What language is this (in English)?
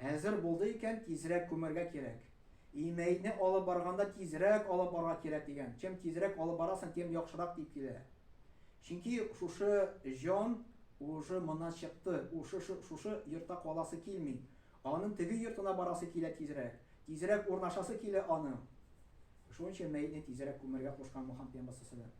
Tatar